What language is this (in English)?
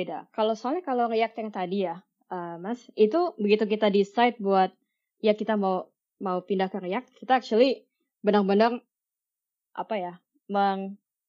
Indonesian